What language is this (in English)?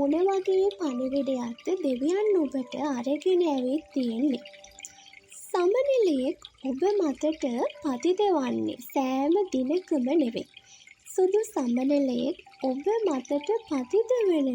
Sinhala